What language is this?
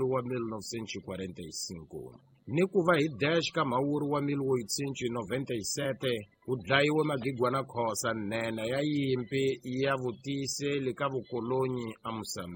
Tsonga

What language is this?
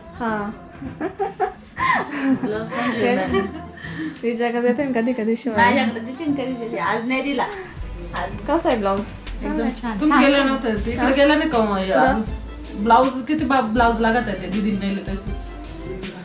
Marathi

